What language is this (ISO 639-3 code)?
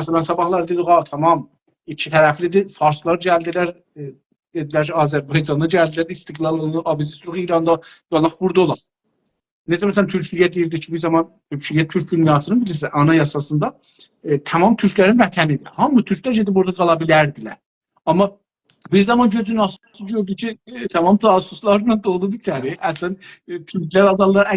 azb